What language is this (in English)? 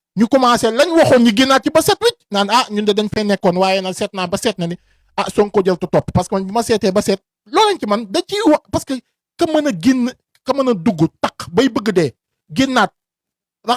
Wolof